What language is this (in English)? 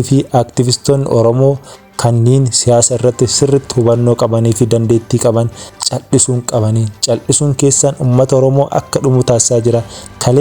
Oromo